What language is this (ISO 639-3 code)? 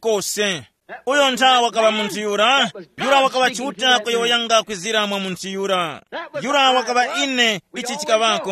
tum